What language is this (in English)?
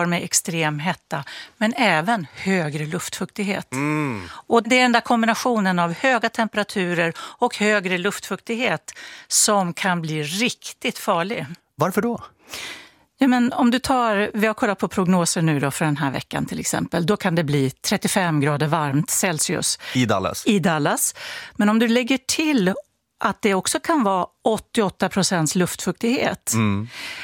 Swedish